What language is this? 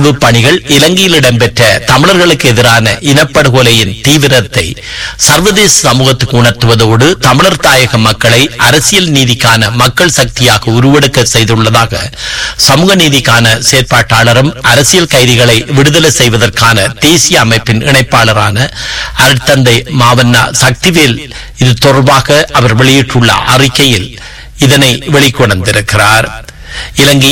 Tamil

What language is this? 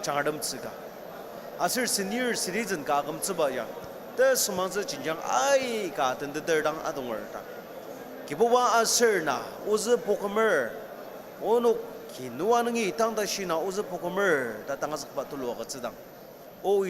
Ao Naga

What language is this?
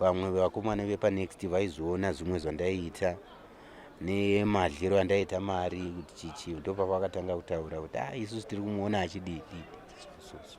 Shona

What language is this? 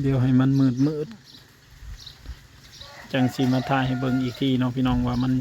Northeastern Thai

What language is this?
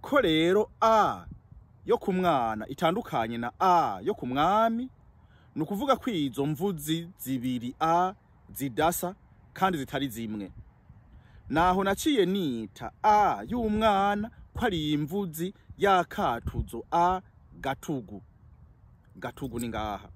Rundi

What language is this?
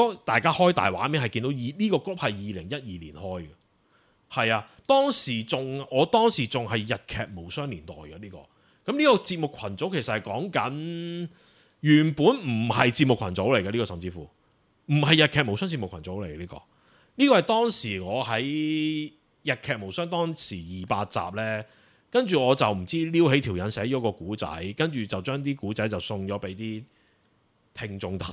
Cantonese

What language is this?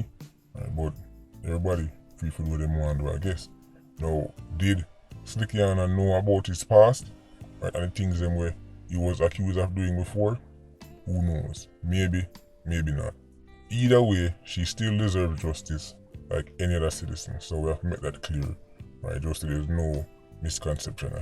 Jamaican Creole English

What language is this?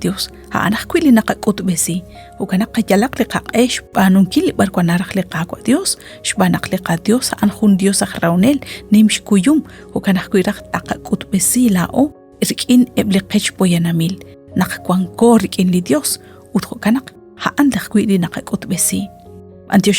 Kekchí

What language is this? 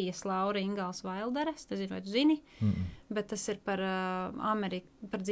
Latvian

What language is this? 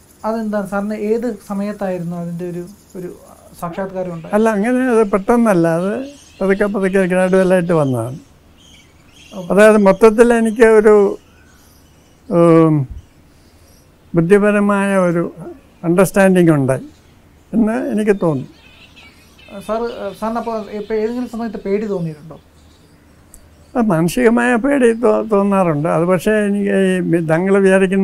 Malayalam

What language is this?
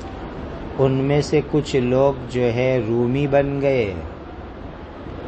Urdu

